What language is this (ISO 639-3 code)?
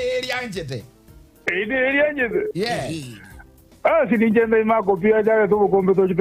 guz